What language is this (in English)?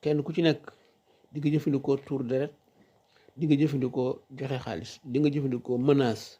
Wolof